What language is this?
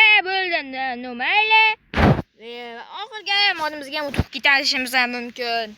Uzbek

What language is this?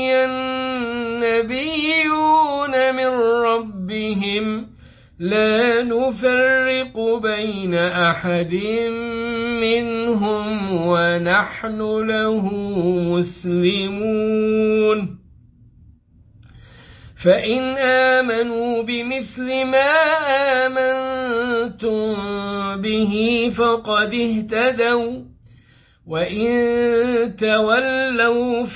Arabic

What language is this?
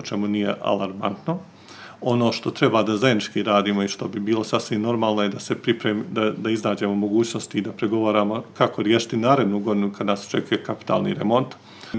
Serbian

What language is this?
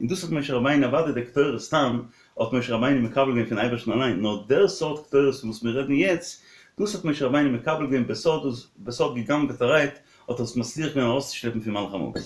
Yiddish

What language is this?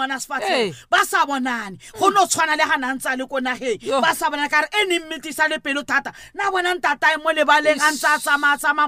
Southern Sotho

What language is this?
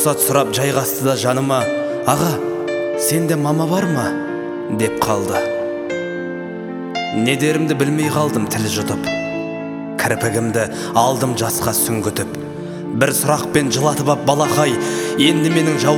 Kazakh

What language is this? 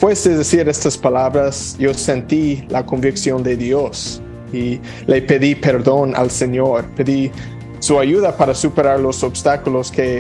Spanish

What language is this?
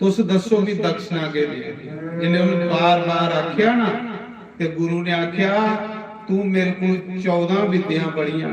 Dogri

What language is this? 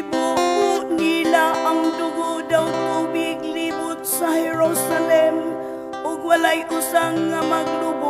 Cebuano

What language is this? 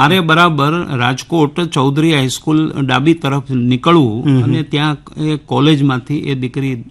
Gujarati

